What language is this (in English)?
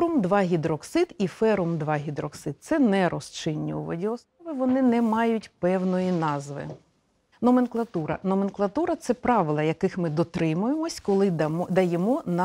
Ukrainian